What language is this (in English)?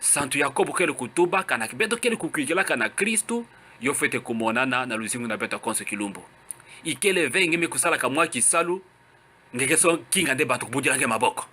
Kituba (Democratic Republic of Congo)